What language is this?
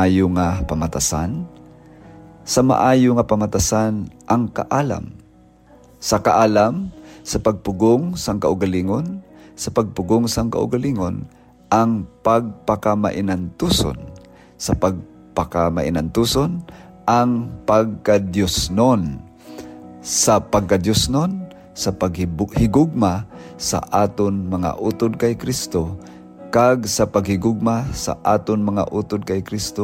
Hiligaynon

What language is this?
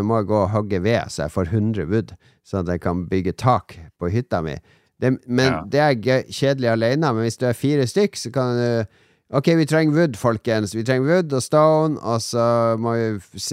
Norwegian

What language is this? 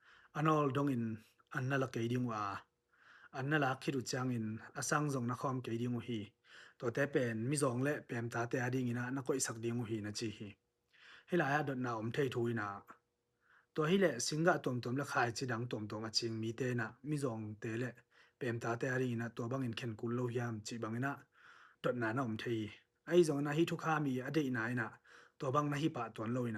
Tedim Chin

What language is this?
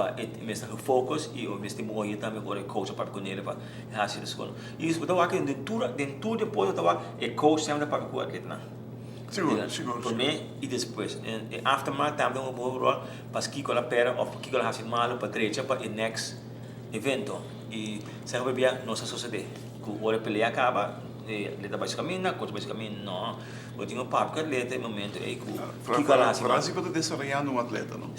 Papiamento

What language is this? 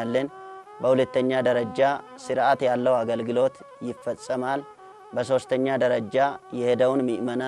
Amharic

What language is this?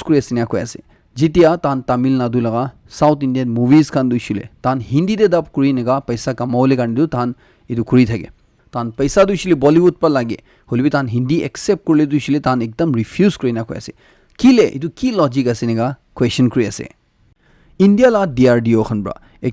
Naga Pidgin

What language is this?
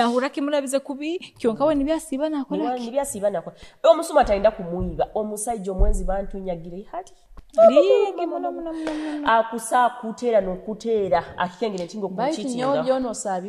Nyoro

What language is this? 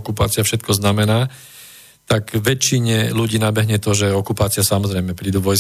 Slovak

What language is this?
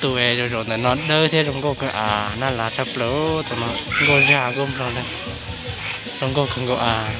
Hmong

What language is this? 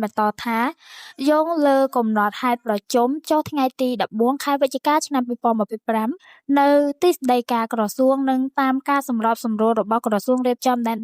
Khmer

